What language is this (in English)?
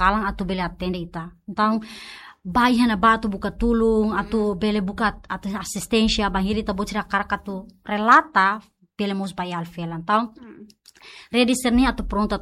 Tetum